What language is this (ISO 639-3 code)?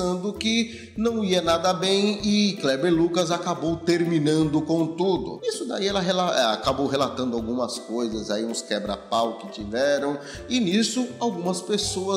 por